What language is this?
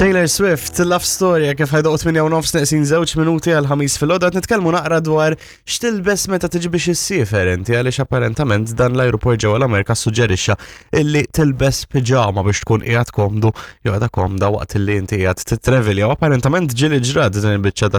Maltese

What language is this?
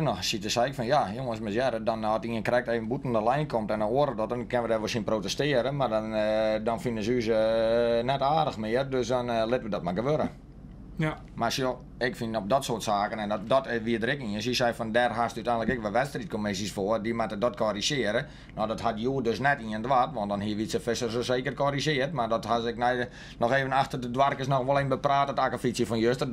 Western Frisian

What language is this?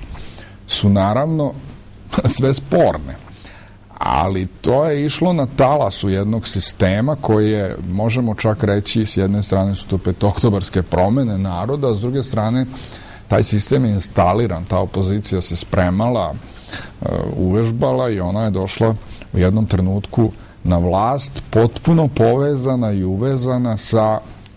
Serbian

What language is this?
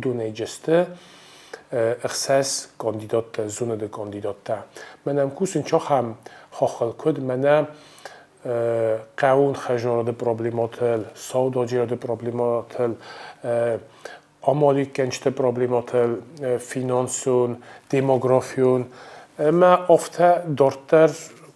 Ossetic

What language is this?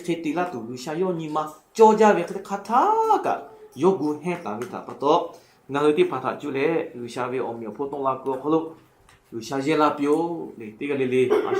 Lahu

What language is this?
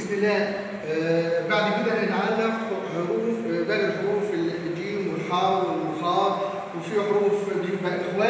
Egyptian Arabic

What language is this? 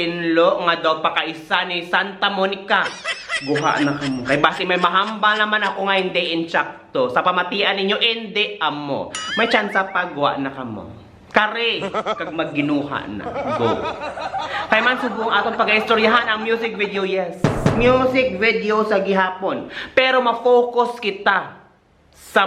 Hiligaynon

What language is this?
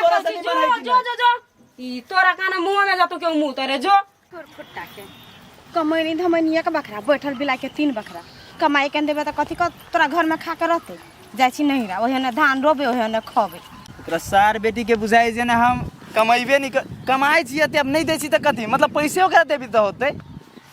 Maithili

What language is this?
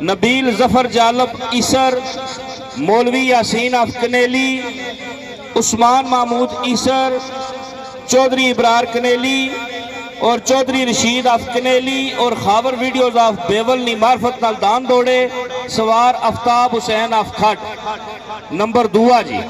Pahari-Potwari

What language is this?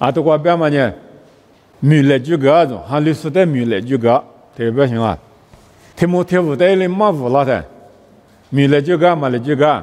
Lisu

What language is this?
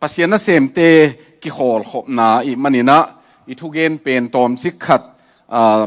Tedim Chin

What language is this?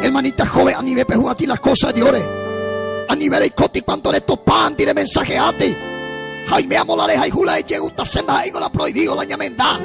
Guarani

